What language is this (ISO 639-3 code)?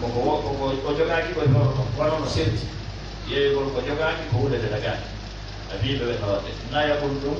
ful